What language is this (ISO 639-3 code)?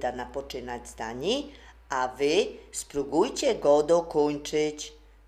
szl